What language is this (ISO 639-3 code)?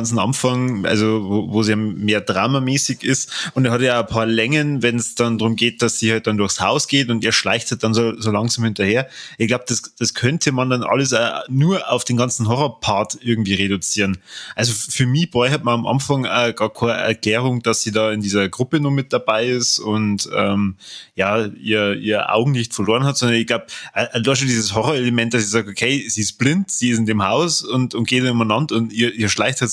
bar